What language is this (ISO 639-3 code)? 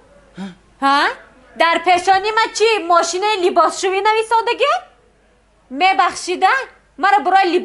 tgk